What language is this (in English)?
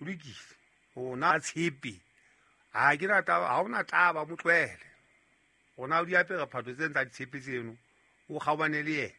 Southern Sotho